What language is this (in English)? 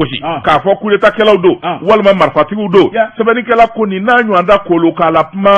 Bambara